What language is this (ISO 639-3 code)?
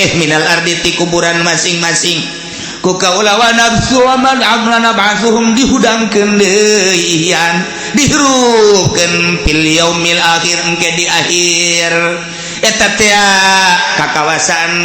sun